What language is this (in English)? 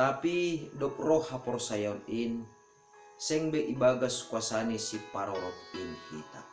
Batak Simalungun